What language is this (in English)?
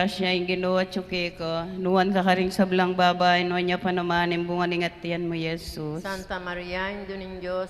Pampanga